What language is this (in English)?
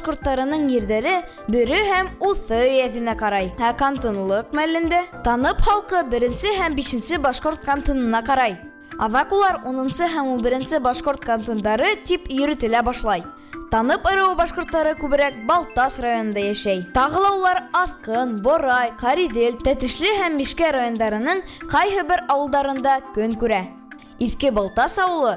Bashkir